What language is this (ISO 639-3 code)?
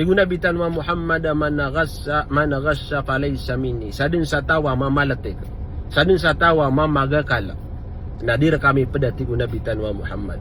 mrw